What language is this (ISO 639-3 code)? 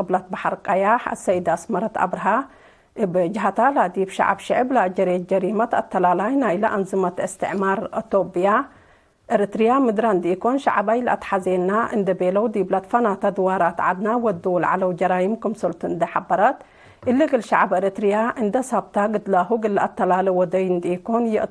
tig